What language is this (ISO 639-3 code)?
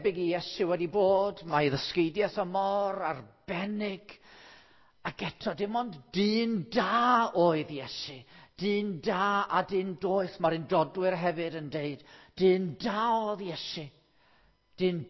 cym